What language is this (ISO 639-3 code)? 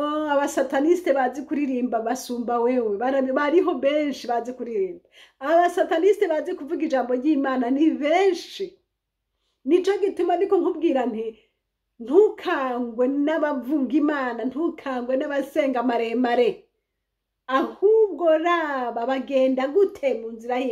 run